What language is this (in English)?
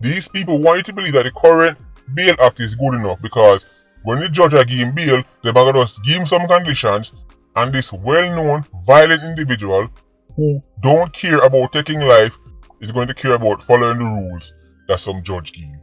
Jamaican Creole English